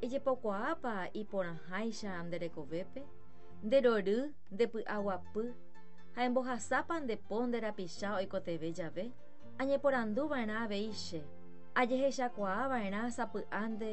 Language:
Guarani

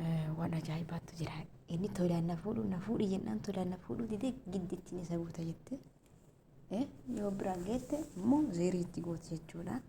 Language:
Oromo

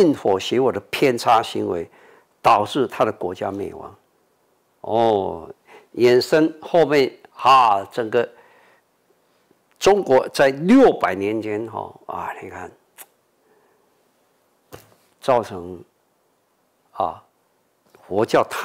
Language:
Chinese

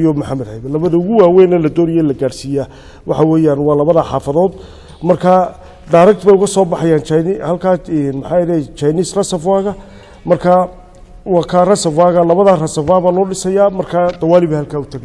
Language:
Somali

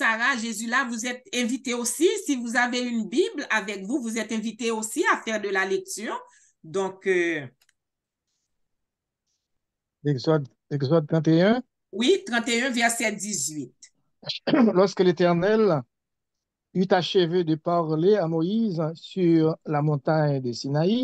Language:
Haitian Creole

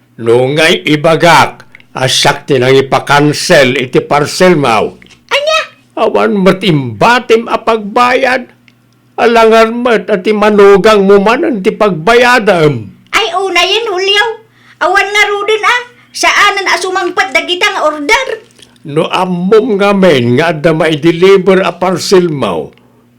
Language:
Iloko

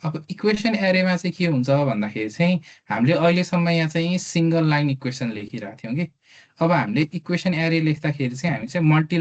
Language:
Nepali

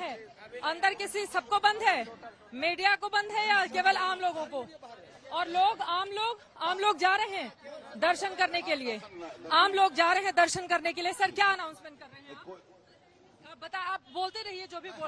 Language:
Hindi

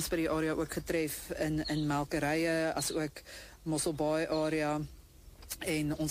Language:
Afrikaans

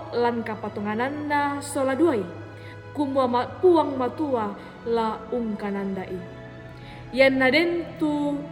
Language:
Toraja-Sa'dan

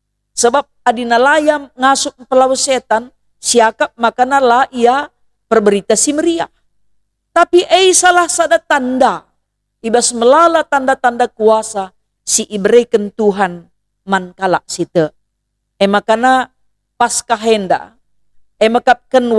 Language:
Batak Karo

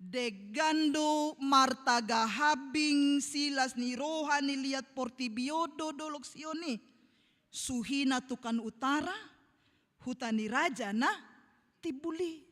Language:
Batak Toba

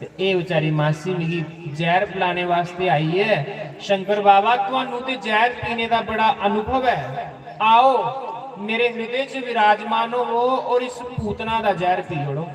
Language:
Dogri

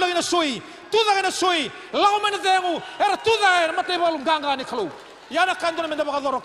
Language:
Fijian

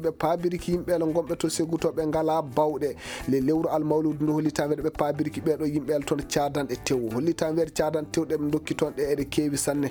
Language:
Maasina Fulfulde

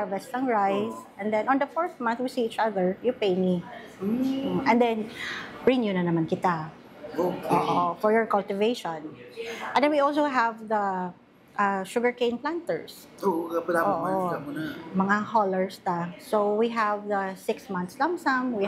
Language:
Hiligaynon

